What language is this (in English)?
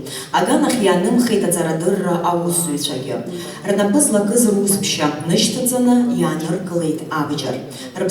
Abkhazian